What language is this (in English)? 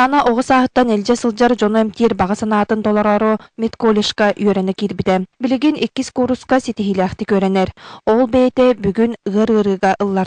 Yakut